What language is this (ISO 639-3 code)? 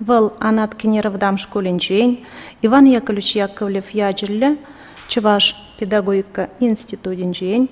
chv